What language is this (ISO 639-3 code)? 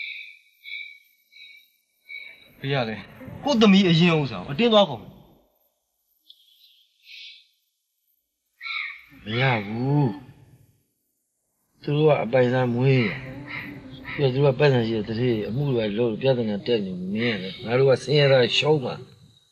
mya